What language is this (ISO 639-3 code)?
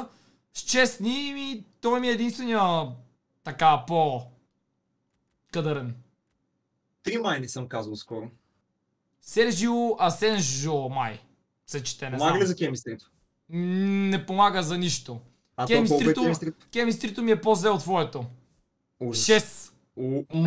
bul